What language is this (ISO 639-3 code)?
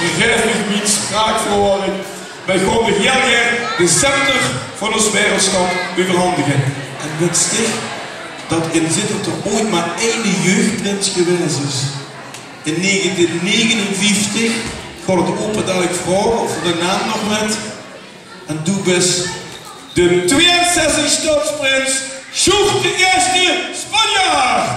lim